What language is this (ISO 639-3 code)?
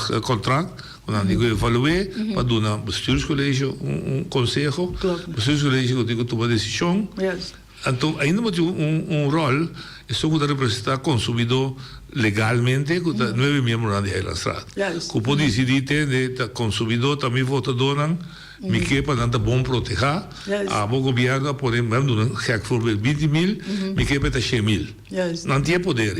pap